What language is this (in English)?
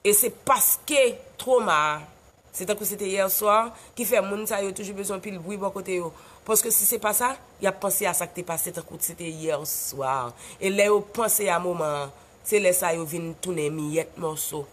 Haitian Creole